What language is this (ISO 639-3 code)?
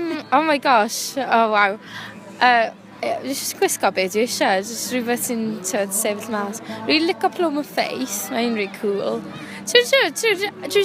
cym